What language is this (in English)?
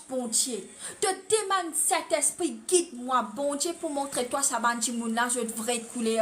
Morisyen